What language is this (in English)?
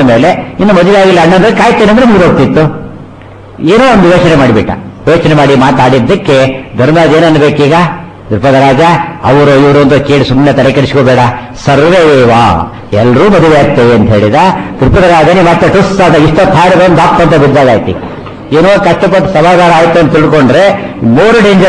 Kannada